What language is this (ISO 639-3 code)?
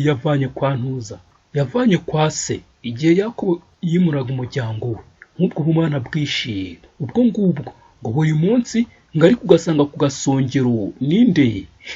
kin